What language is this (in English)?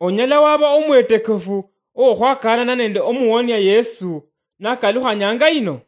Luyia